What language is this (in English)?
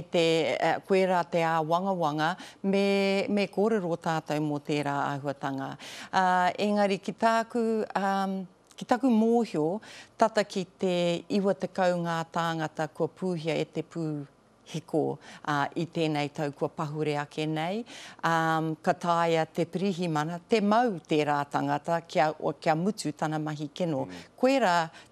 Māori